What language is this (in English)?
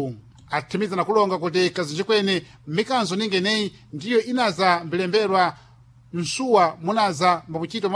Sena